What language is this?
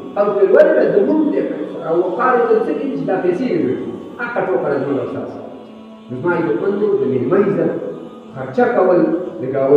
Pashto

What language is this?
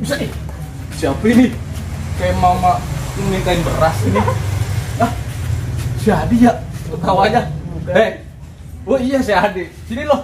Betawi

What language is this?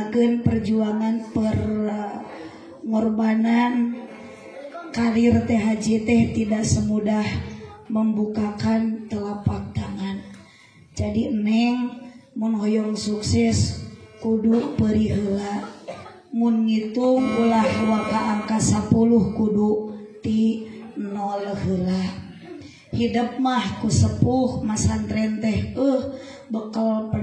Sundanese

